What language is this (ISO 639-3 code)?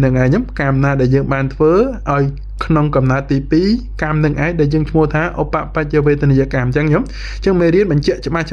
khm